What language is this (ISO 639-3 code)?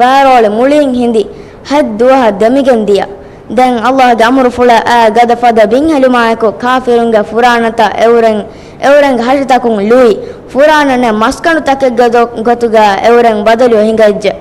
div